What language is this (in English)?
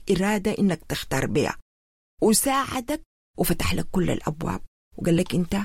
Sudanese Arabic